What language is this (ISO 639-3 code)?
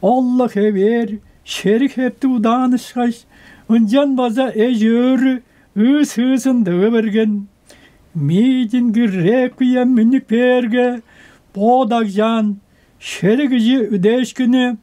tyv